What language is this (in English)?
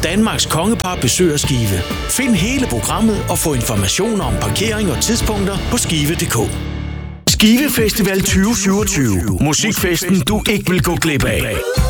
Danish